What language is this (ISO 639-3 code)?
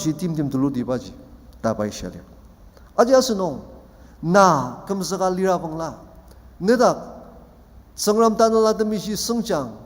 njo